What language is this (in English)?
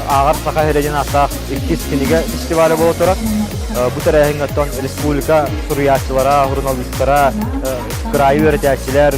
Yakut